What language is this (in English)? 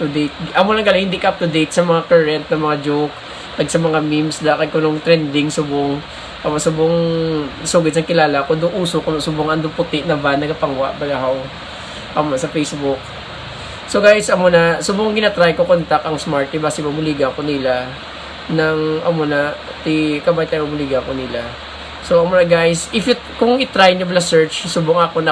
Hiligaynon